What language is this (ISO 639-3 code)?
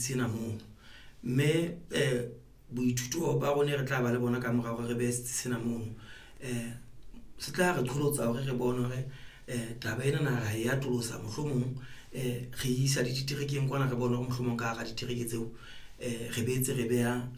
sot